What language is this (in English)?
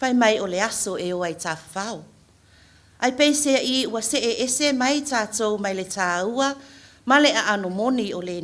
Samoan